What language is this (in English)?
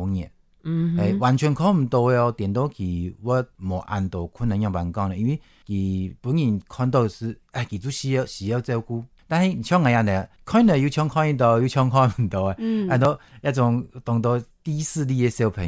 Hakka Chinese